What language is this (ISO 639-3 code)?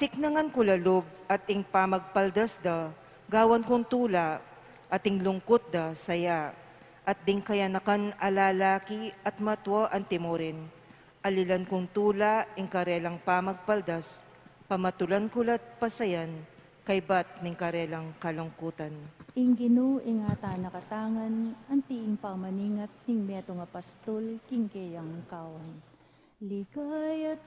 pam